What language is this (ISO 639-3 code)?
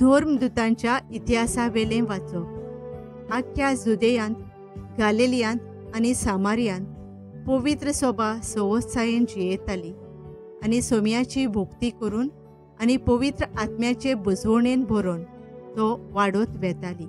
kok